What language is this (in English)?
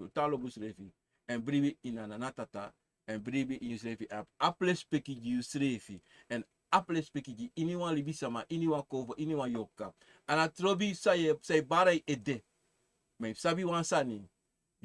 Sranan Tongo